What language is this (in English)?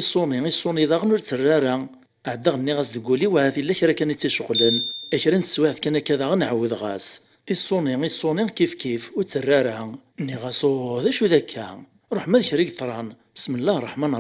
Kabyle